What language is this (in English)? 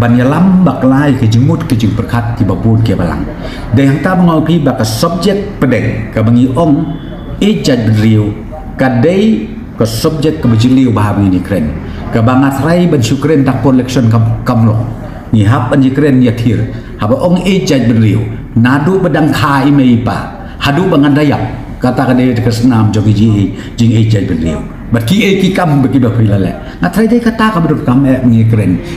Khasi